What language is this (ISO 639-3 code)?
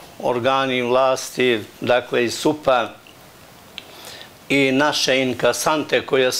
bos